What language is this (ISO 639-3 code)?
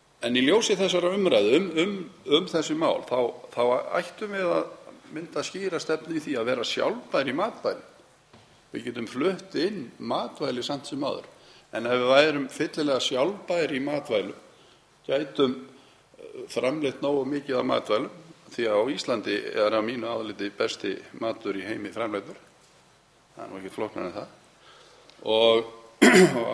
isl